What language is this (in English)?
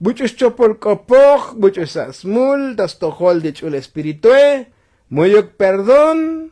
Tzotzil